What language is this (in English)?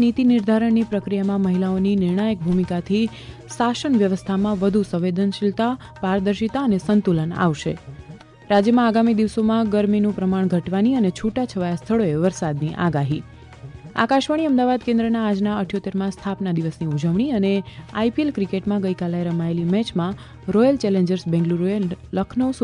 Gujarati